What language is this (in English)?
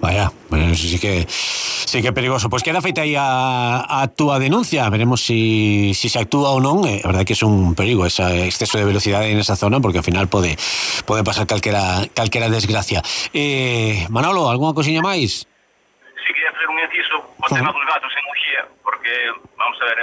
Galician